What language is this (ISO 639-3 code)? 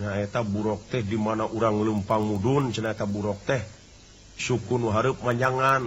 sun